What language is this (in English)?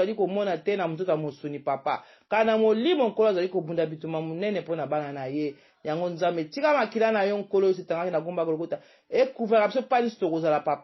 Lingala